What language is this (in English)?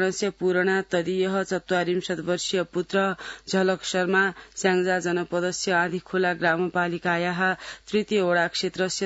Sanskrit